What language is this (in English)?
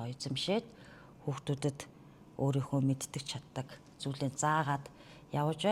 Mongolian